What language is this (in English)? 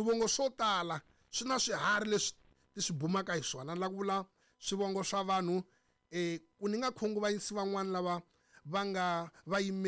Tsonga